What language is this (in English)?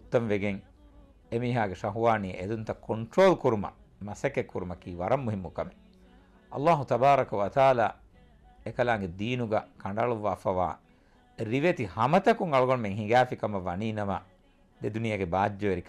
Divehi